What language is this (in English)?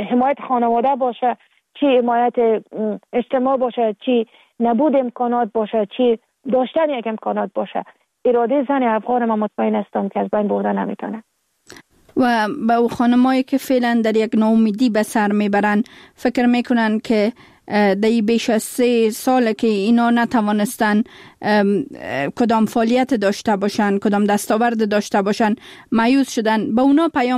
Persian